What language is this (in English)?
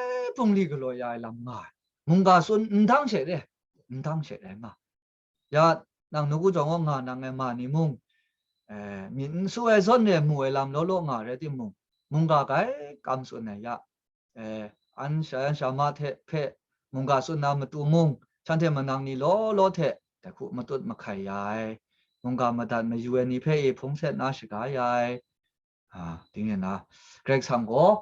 Kachin